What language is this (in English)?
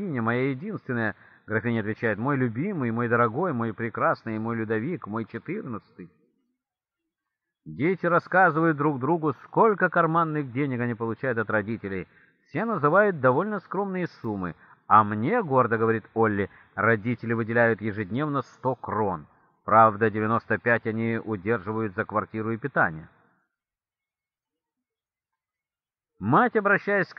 Russian